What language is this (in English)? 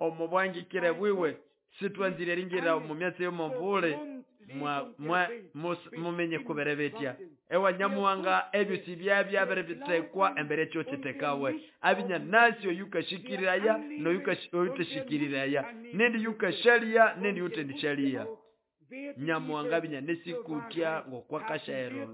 Nande